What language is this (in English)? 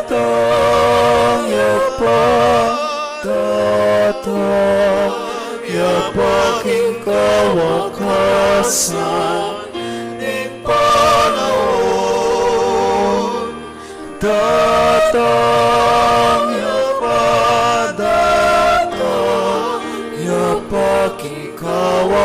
Pampanga